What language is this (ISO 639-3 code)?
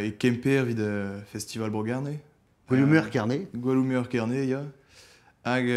bre